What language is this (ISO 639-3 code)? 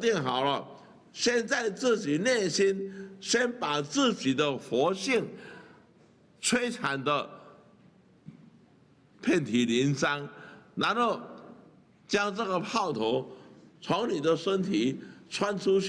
zho